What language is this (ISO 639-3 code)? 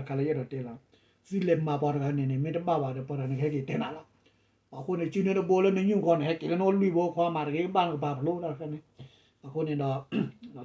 ksw